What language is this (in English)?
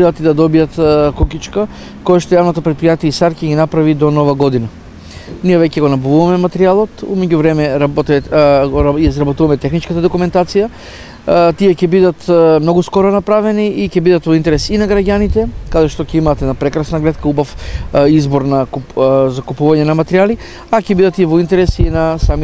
Macedonian